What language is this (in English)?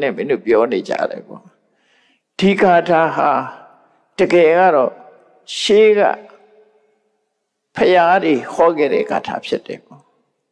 Burmese